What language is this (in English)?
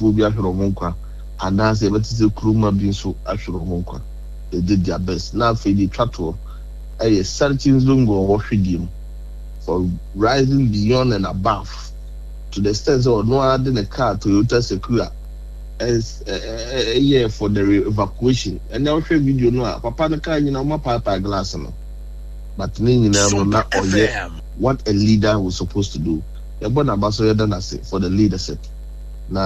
Akan